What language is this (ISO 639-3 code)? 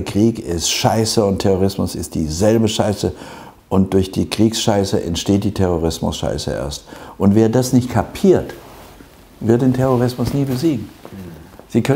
deu